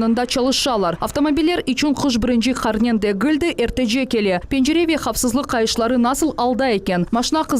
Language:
Crimean Tatar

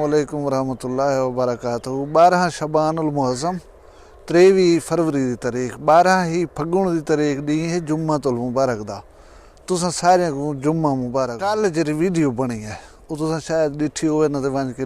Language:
Saraiki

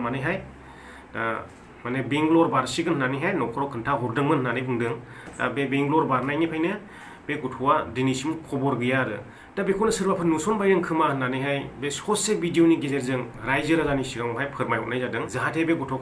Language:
Bodo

